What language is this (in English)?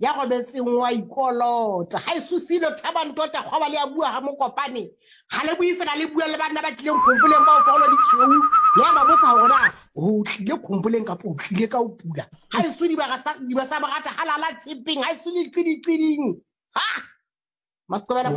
Southern Sotho